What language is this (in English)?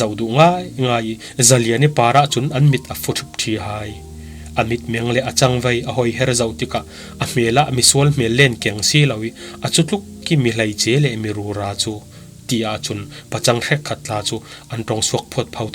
Falam Chin